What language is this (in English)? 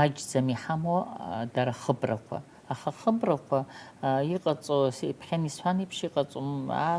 Abkhazian